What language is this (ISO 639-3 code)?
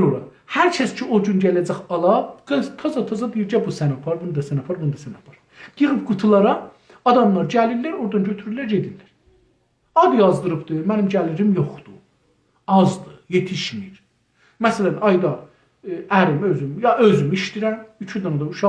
azb